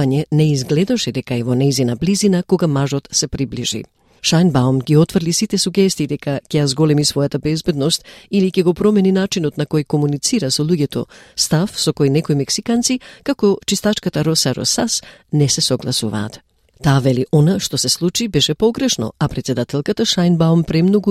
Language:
Macedonian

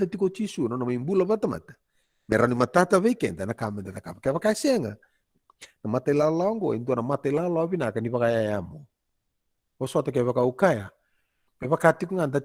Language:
Fijian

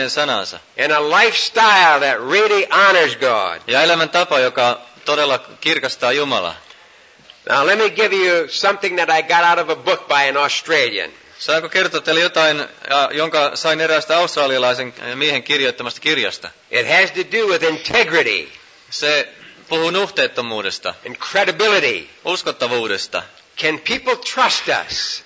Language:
Finnish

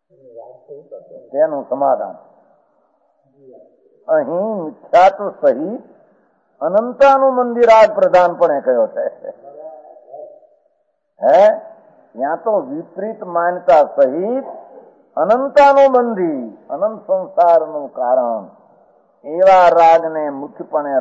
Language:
Gujarati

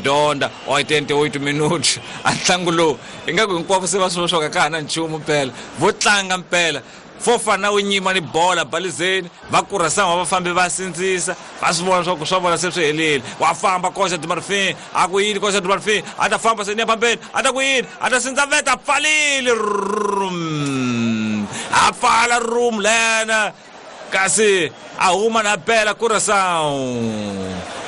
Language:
Tsonga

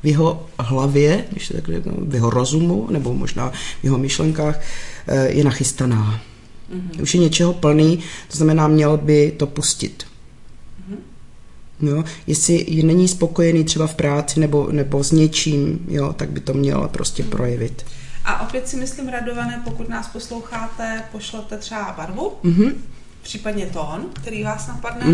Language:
Czech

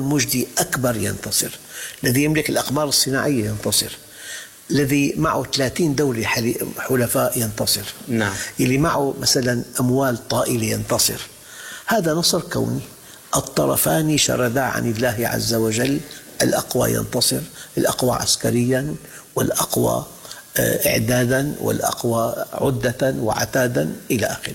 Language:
Arabic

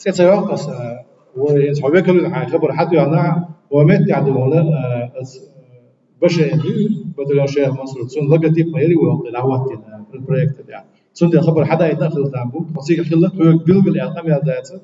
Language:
Chechen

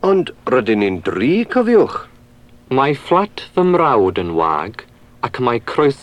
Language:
Welsh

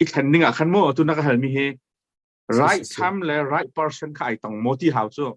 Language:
Hakha Chin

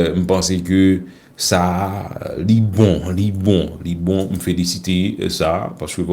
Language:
Haitian Creole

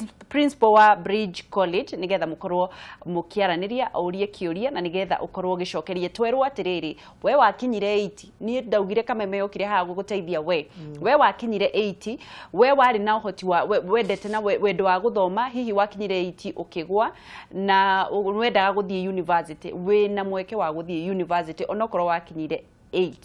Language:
Kikuyu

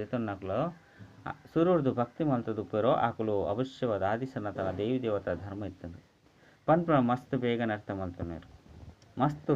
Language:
Tulu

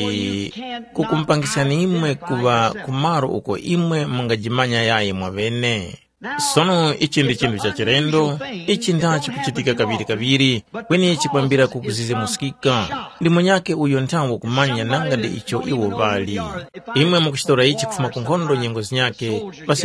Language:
Tumbuka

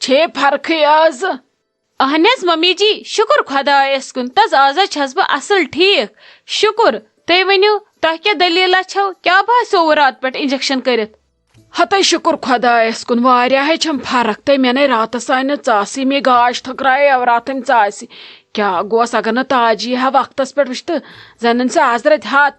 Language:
Kashmiri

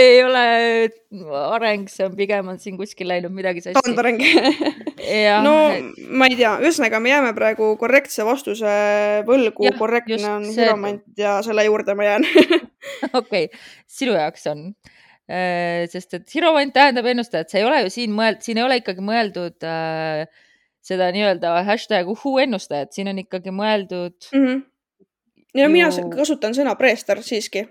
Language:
Estonian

